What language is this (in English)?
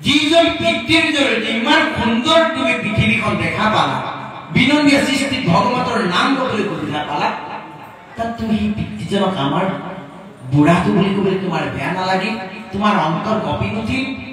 Assamese